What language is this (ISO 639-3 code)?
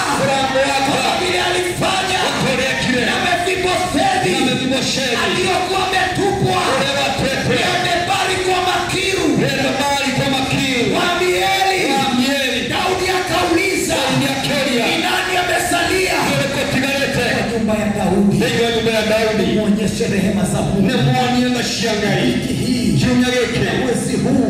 swa